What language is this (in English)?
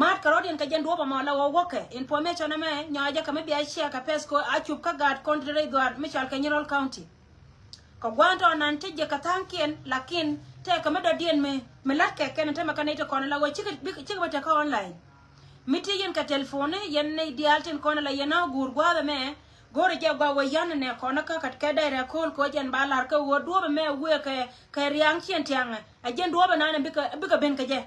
Nuer